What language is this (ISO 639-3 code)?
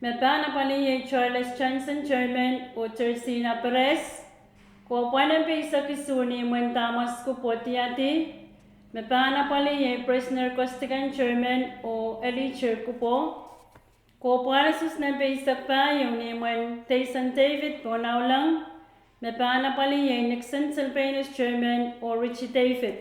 pon